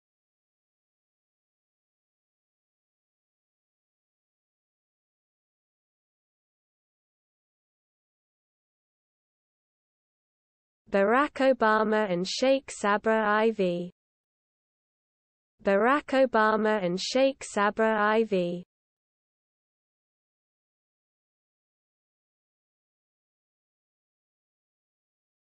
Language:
English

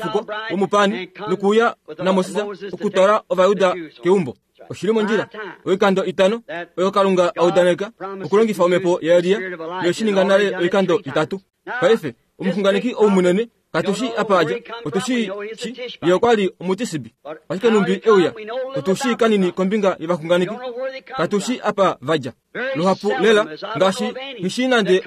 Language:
Kuanyama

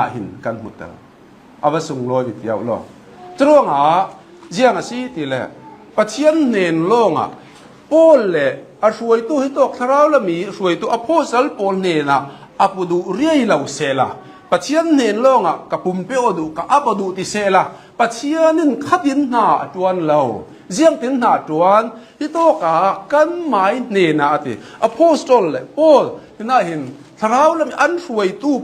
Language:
Hakha Chin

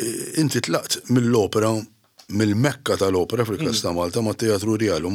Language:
Maltese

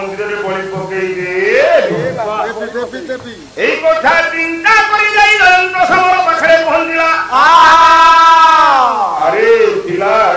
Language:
Odia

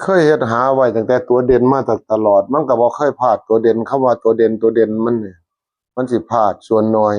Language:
Northeastern Thai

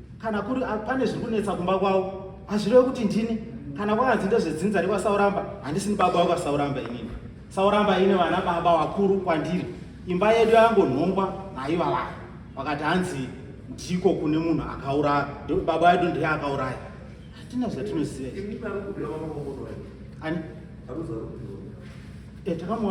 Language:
Shona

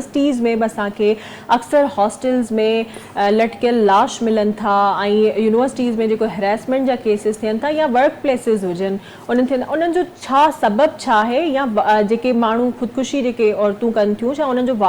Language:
Sindhi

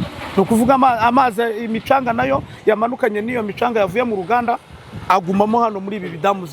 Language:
Kinyarwanda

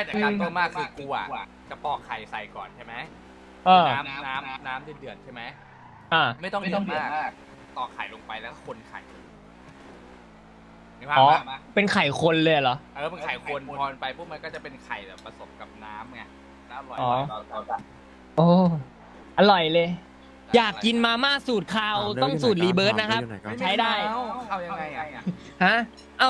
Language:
Thai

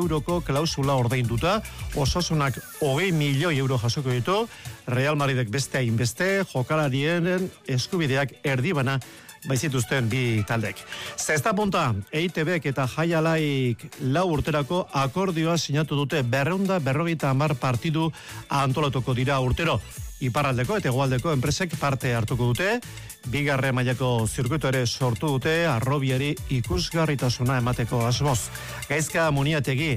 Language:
Basque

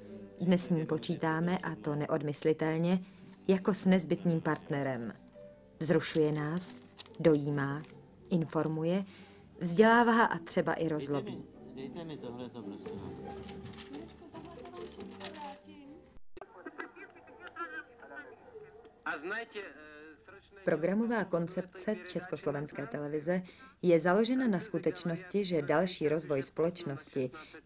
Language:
Czech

